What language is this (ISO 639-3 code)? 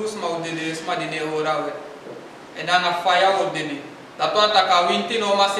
srn